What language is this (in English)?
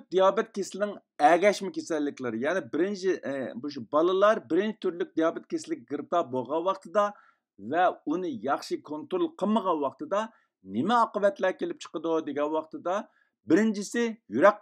Uyghur